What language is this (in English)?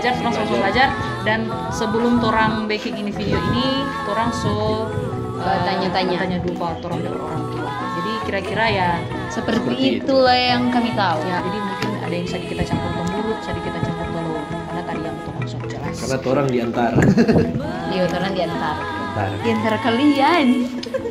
Manado Malay